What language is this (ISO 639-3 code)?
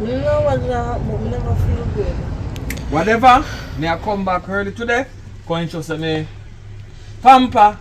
jam